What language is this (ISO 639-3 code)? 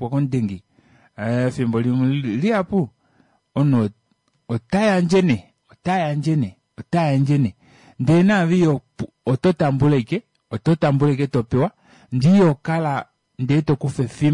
kua